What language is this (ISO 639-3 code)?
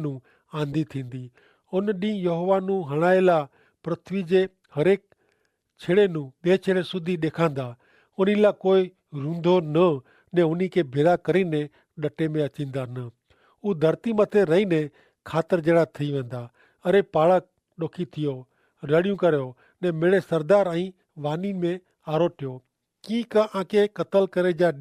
kfr